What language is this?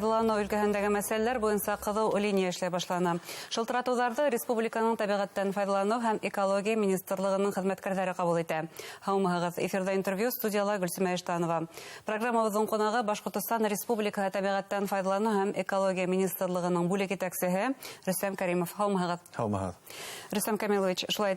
Bashkir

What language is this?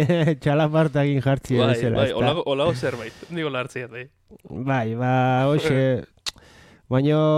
Basque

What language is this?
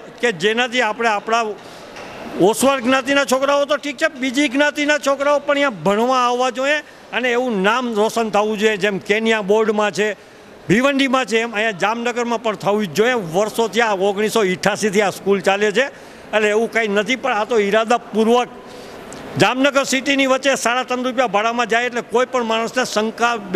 Gujarati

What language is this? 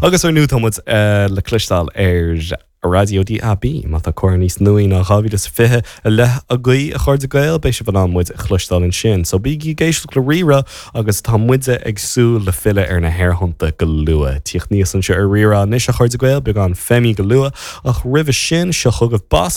Irish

